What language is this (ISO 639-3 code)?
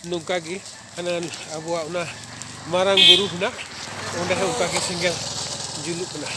sat